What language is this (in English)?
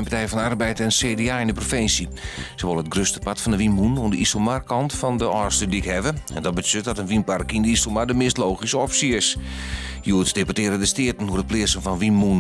Western Frisian